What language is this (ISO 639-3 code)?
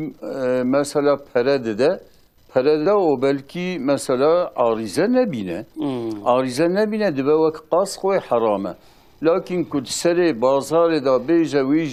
kur